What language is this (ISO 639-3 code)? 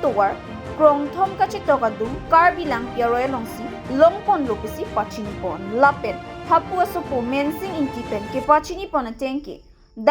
mjw